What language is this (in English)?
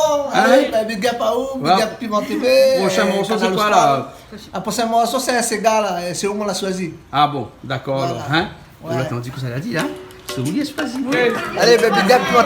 Réunion Creole French